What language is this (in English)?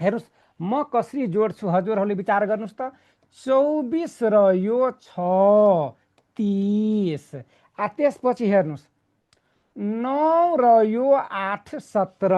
Nepali